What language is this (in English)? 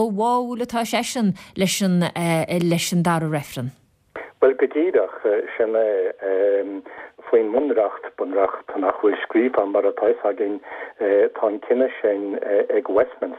Irish